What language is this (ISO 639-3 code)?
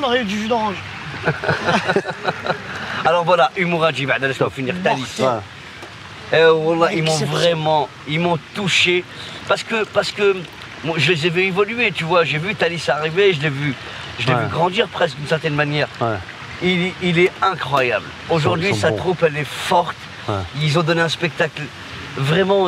fra